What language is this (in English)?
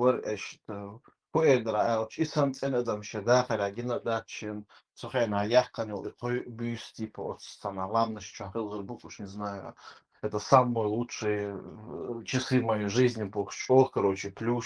Chechen